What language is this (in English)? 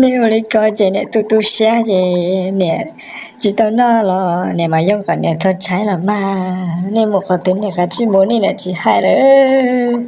Hmong